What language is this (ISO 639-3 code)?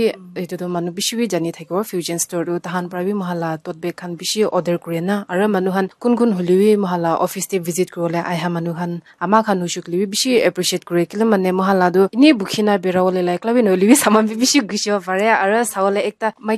nag